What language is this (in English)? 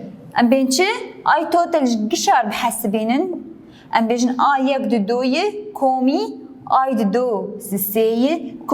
Kurdish